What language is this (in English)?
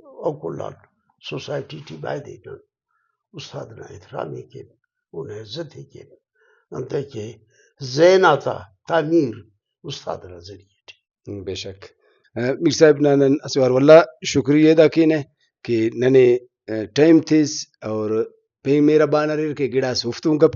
Brahui